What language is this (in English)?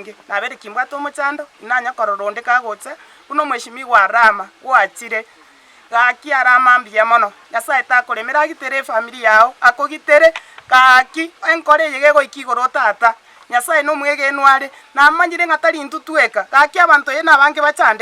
Gusii